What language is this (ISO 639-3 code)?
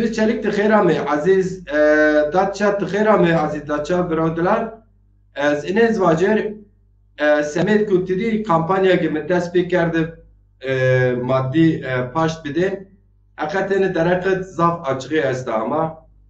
zza